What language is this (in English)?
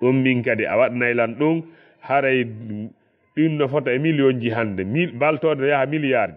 Fula